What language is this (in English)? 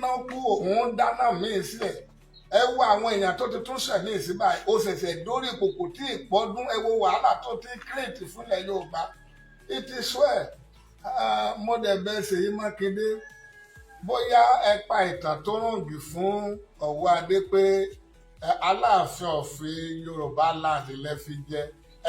Yoruba